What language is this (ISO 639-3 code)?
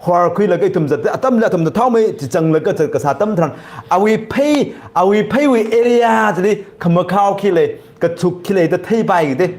nmf